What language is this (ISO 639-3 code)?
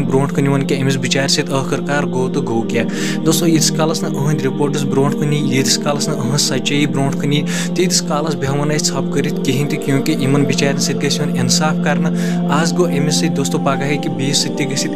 kas